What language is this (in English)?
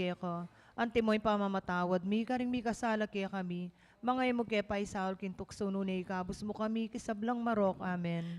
Pampanga